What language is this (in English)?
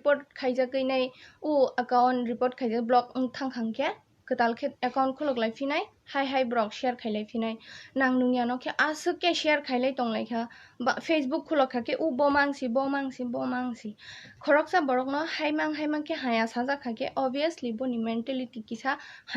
Kok Borok